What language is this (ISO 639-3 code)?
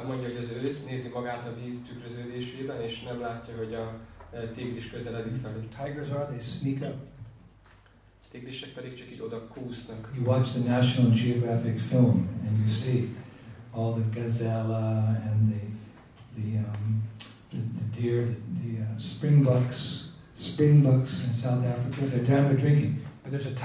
hun